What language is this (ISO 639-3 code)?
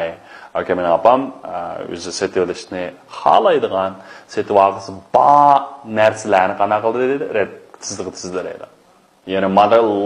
uig